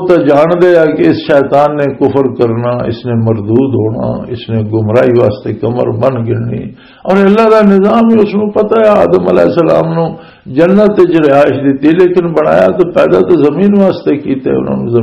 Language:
Western Panjabi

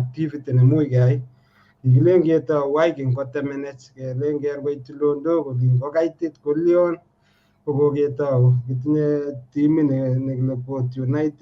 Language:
Kalenjin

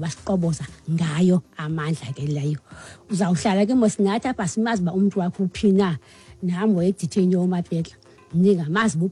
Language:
Xhosa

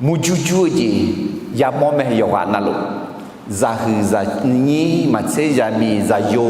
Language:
Akha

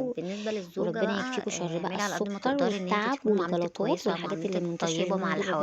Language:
Egyptian Arabic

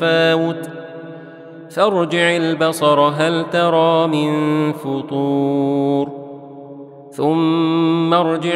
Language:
Arabic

